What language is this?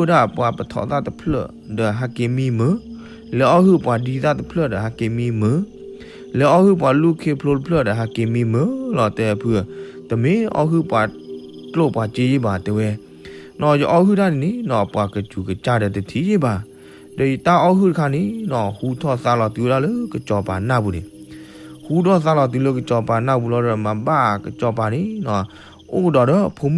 S'gaw Karen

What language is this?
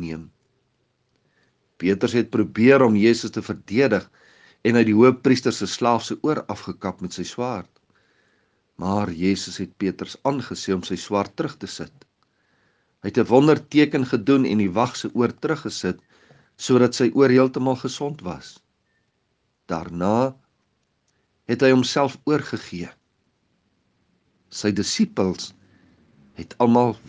Afrikaans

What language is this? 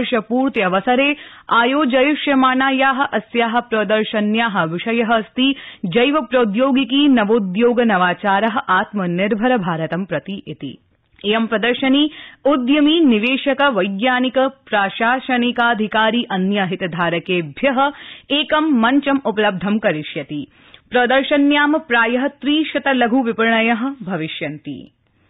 Sanskrit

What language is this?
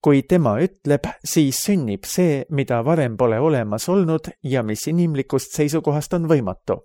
Estonian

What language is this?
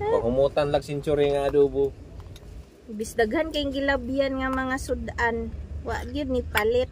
Cebuano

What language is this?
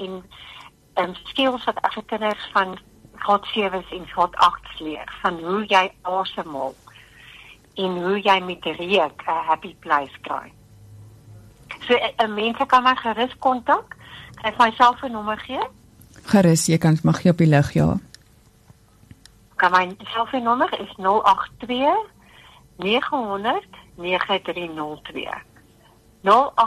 Afrikaans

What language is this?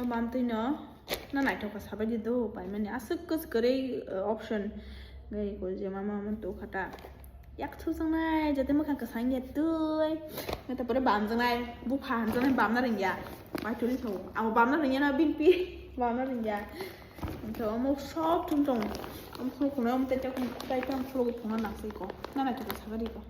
Kok Borok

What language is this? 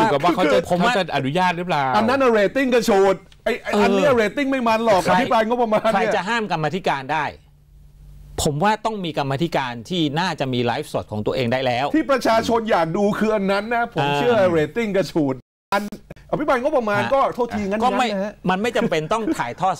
Thai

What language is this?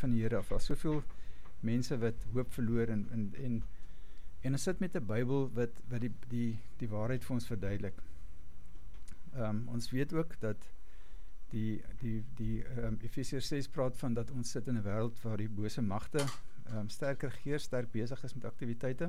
Afrikaans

